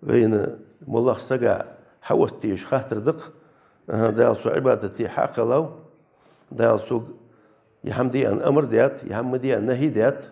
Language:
Ingush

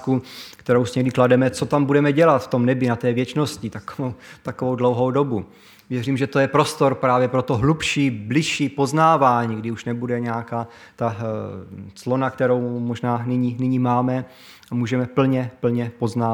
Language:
Czech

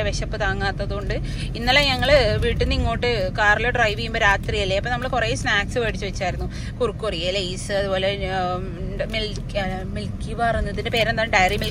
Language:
Malayalam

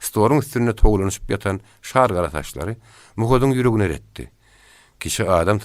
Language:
Turkmen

